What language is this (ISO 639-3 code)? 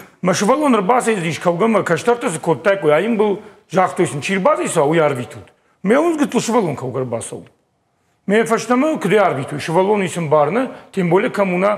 oss